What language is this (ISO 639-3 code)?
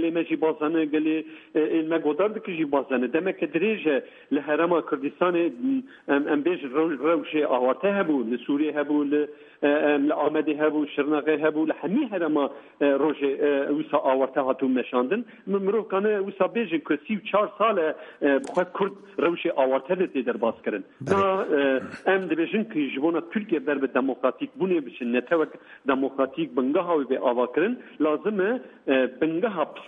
kur